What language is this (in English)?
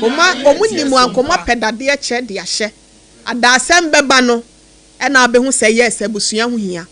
Akan